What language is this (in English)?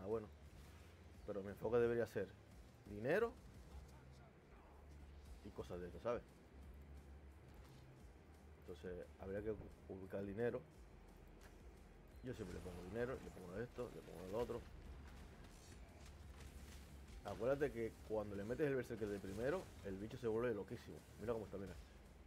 Spanish